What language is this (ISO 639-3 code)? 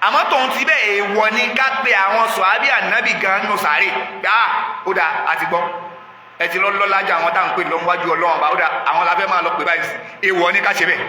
yor